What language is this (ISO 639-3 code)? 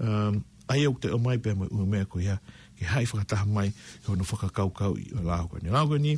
ton